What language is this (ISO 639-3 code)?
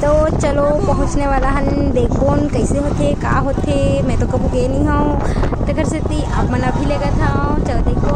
hne